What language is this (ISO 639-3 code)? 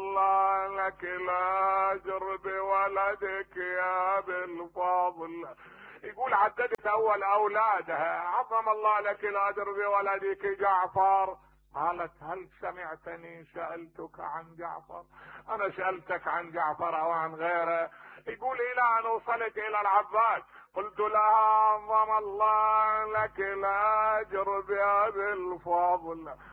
acm